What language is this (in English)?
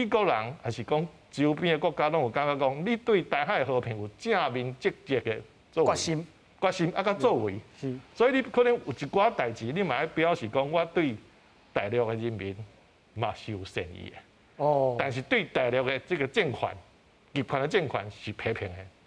Min Nan Chinese